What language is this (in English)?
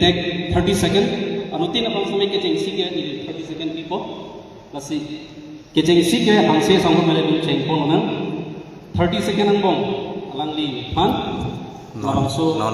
Karbi